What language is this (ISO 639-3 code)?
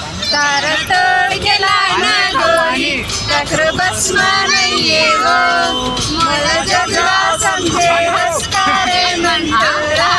hne